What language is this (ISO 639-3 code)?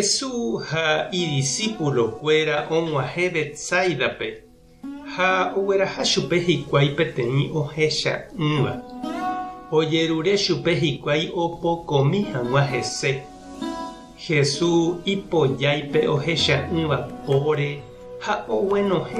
grn